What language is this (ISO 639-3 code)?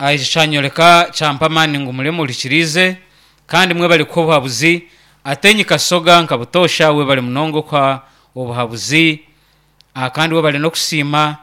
nyn